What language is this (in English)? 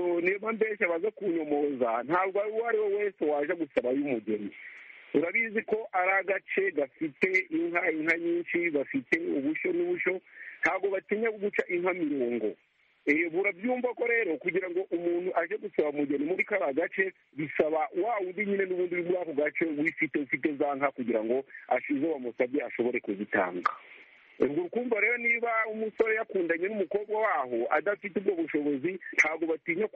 Kinyarwanda